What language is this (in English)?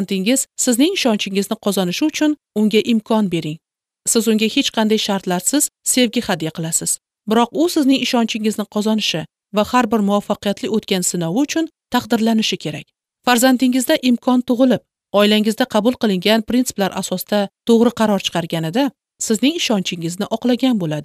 Uzbek